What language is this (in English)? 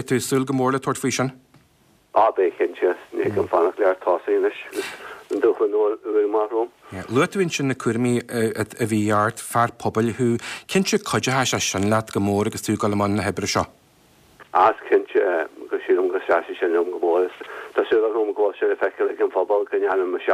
Irish